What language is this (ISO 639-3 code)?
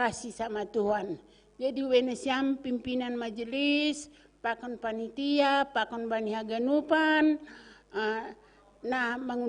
bts